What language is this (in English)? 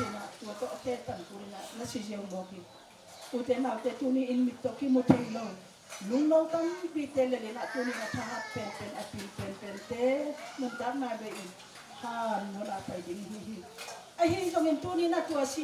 Tedim Chin